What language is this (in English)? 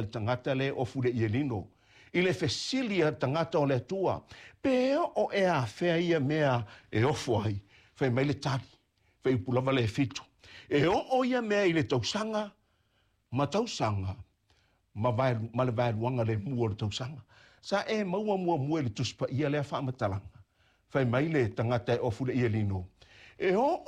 Samoan